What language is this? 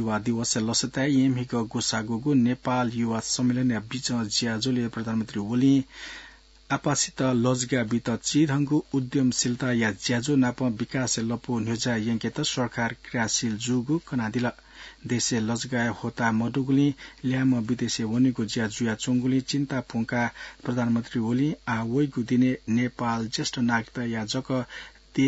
Newari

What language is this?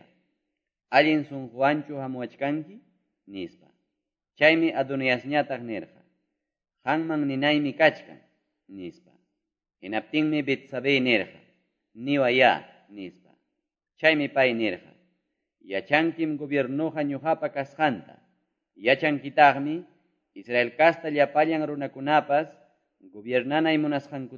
Quechua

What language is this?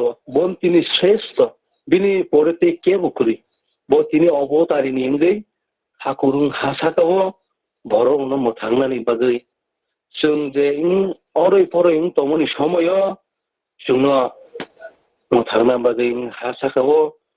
Kok Borok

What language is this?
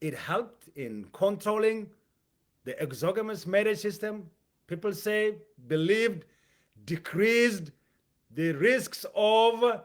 English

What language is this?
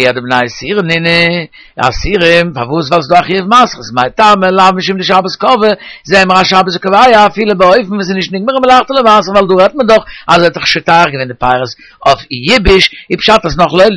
Yiddish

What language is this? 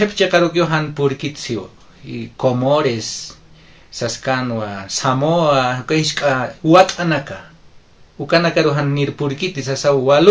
Aymara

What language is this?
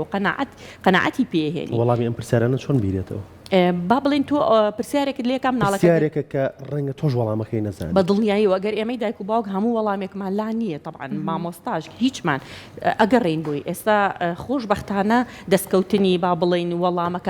Central Kurdish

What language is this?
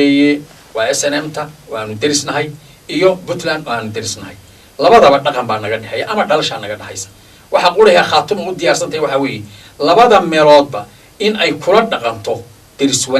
Somali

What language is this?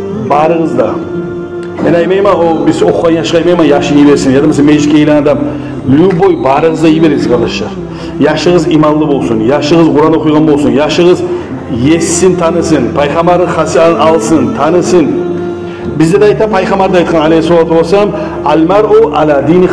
Kumyk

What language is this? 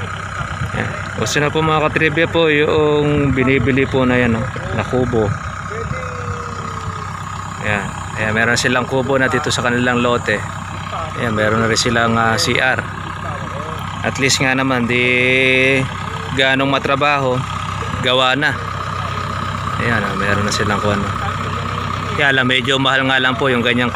Filipino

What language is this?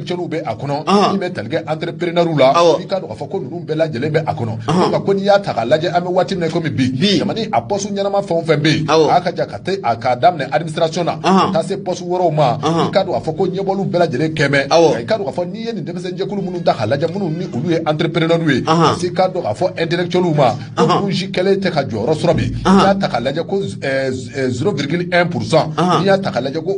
Bambara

